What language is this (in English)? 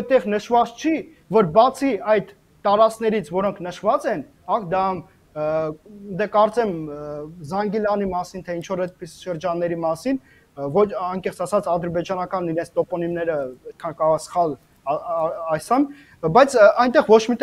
Armenian